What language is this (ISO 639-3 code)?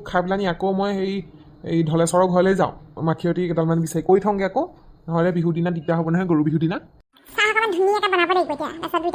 asm